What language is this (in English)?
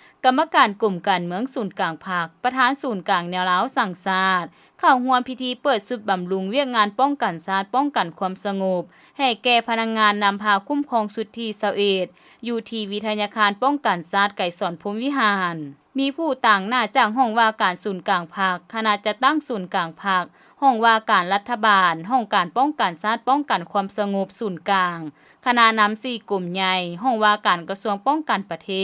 Lao